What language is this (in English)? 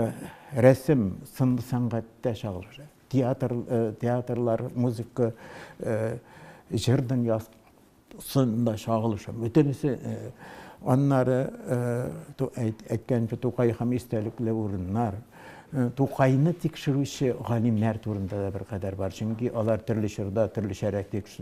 Tatar